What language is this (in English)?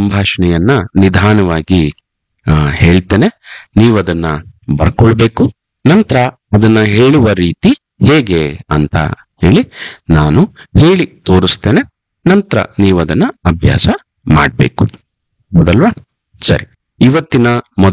Kannada